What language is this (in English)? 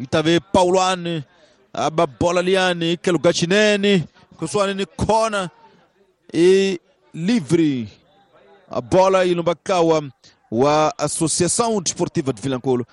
Tsonga